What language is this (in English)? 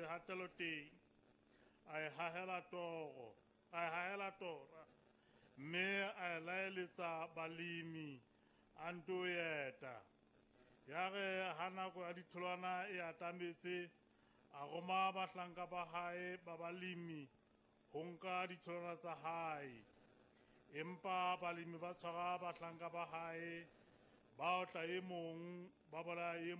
Southern Sotho